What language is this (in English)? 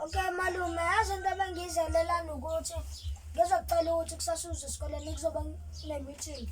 Zulu